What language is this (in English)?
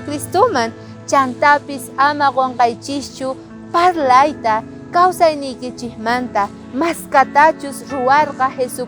South Bolivian Quechua